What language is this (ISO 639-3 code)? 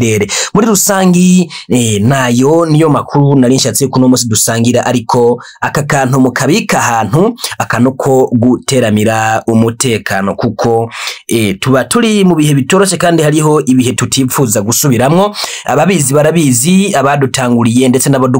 run